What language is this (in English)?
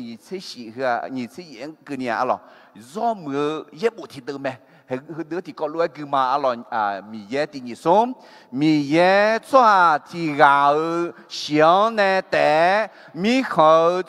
Akha